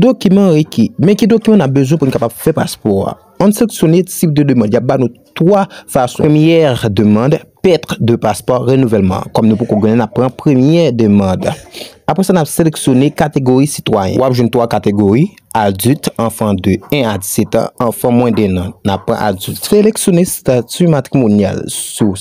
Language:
Haitian Creole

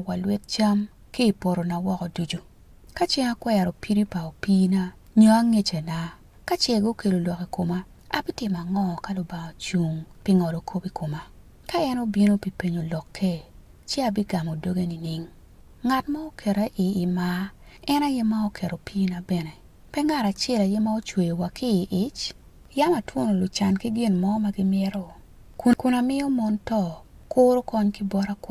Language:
Acoli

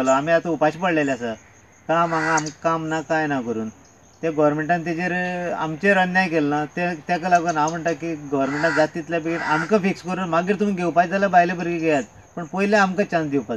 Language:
Konkani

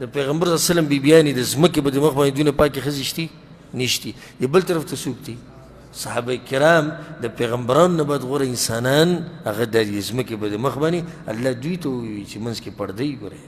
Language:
Pashto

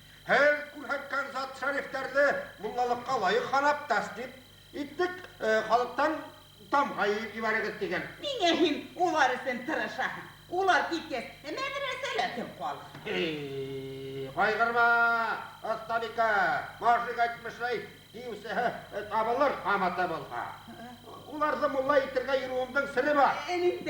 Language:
Bashkir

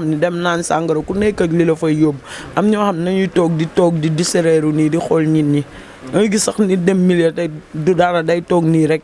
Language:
Wolof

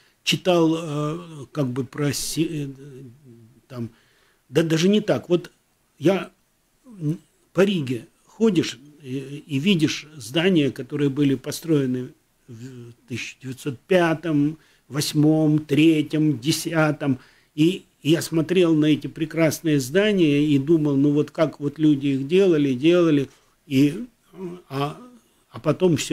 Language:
Russian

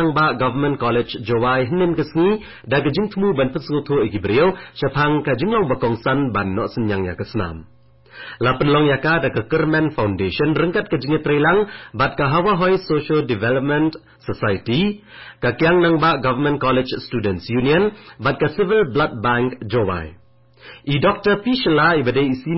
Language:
Khasi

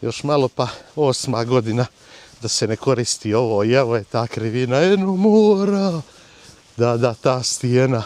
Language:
Bosnian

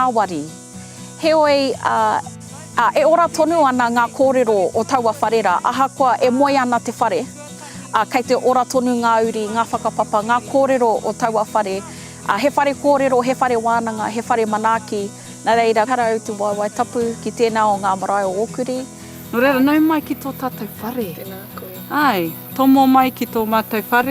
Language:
Māori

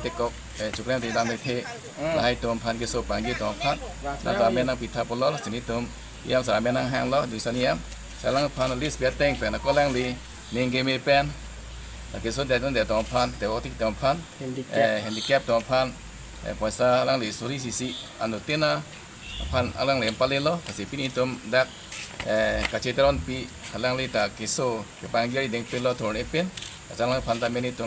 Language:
Karbi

